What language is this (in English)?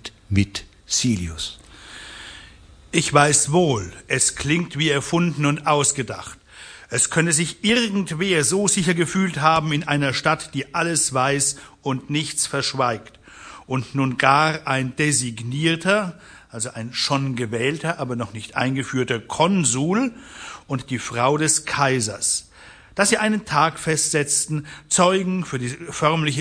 German